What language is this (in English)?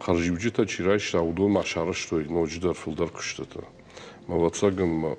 Ossetic